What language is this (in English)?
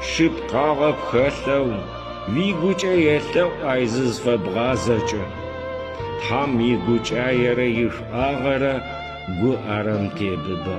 Adyghe